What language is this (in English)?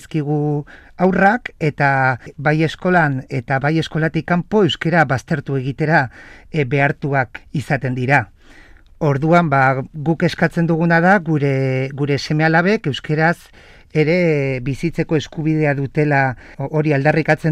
Basque